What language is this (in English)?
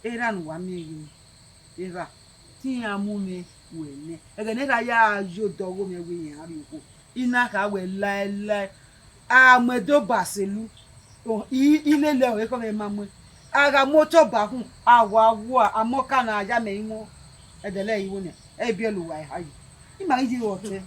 Bini